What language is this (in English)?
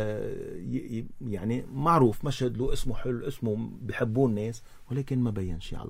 North Levantine Arabic